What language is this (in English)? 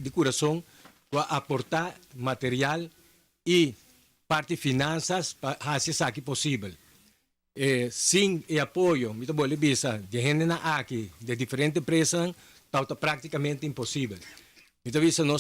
Papiamento